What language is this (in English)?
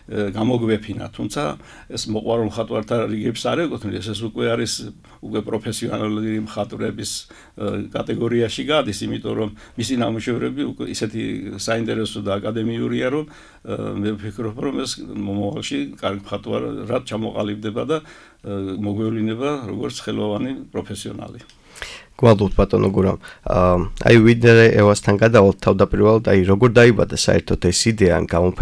Georgian